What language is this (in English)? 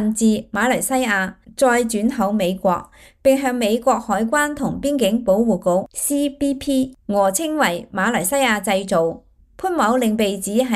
Cantonese